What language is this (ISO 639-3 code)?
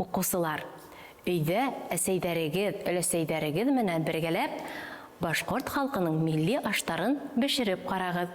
bak